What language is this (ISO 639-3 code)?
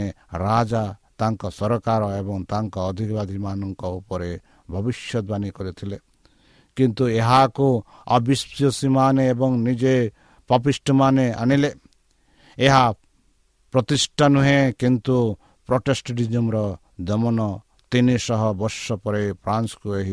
ori